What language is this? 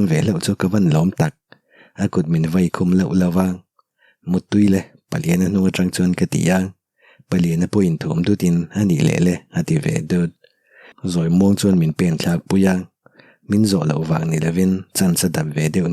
Mizo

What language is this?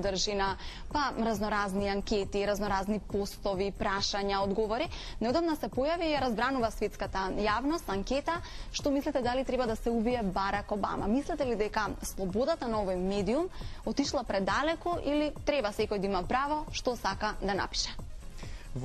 Macedonian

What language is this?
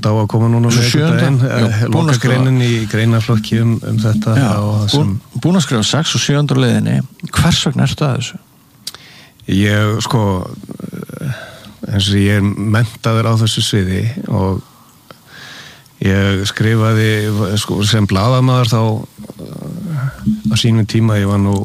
Icelandic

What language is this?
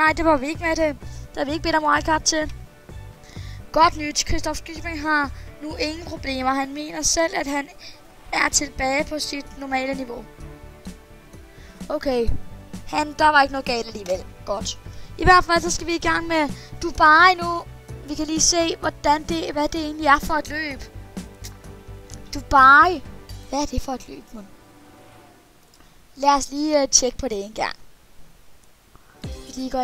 Danish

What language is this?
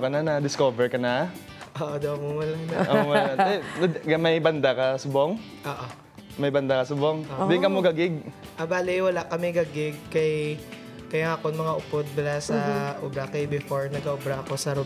Hiligaynon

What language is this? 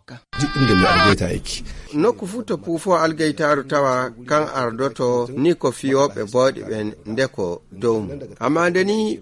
Nigerian Fulfulde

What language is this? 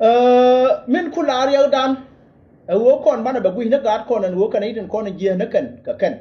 Nuer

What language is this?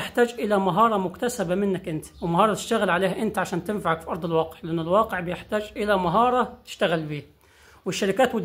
Egyptian Arabic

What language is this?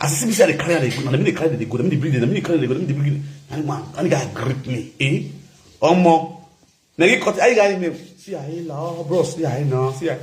Nigerian Pidgin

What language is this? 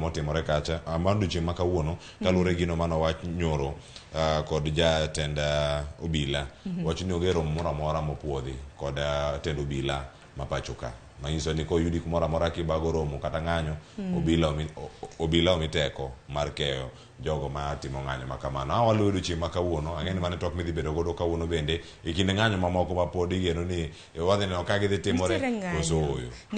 Luo (Kenya and Tanzania)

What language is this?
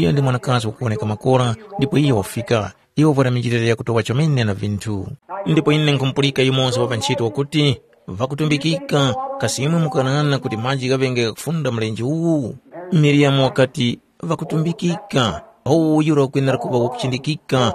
Tumbuka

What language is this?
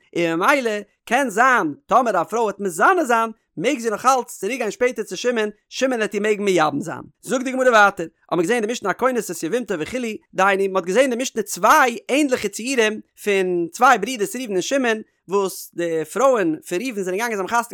Yiddish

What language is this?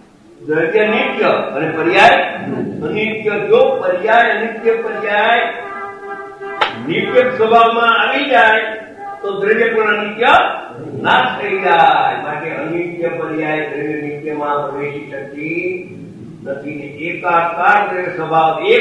Gujarati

